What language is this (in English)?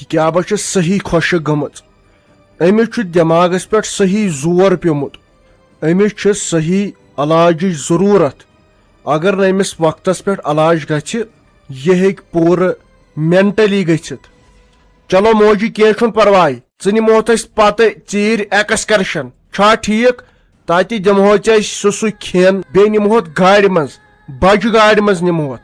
Kashmiri